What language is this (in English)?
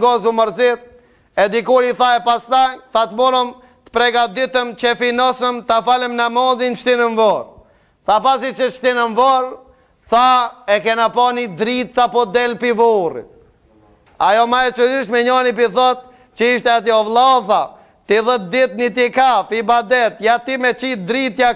Albanian